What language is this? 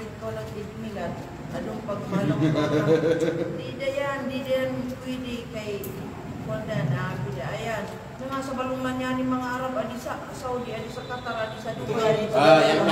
Kalagan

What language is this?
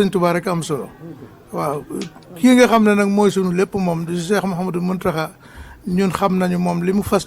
Wolof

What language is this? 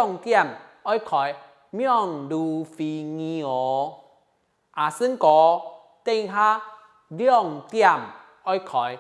Hakka Chinese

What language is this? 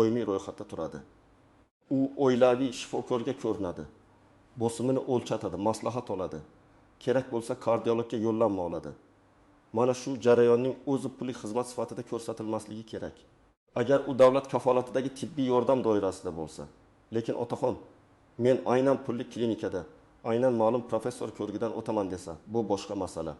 Uzbek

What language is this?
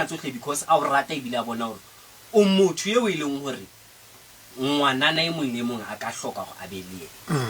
Southern Sotho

